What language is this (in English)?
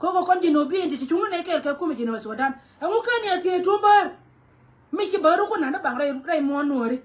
Nuer